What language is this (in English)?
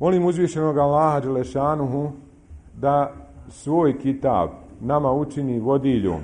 Bosnian